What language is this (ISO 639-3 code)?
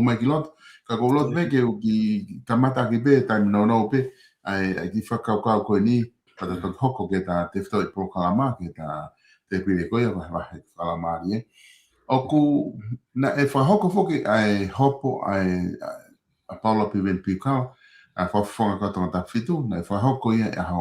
ton